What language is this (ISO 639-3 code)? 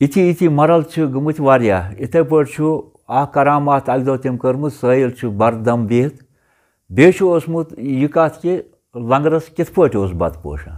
kas